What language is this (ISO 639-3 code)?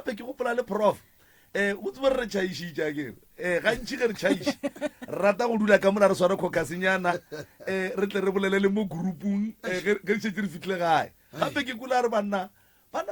nso